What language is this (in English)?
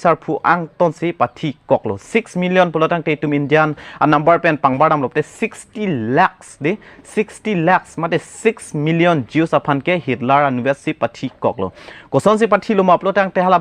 Karbi